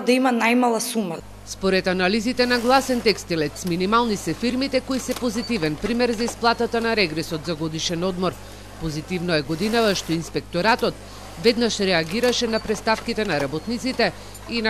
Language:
Macedonian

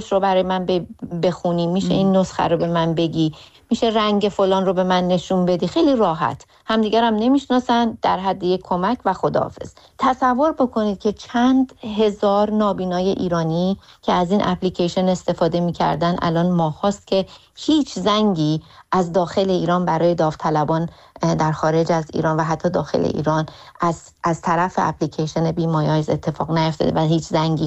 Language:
Persian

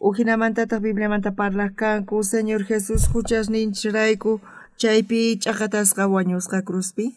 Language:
South Bolivian Quechua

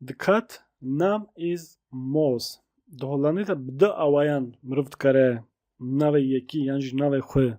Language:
Kurdish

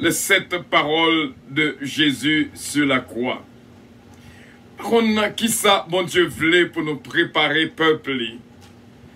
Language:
French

